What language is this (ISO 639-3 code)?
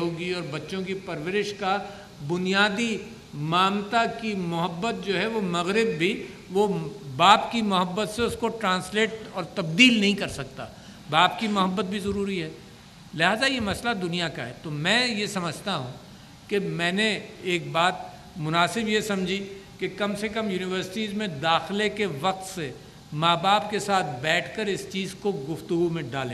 urd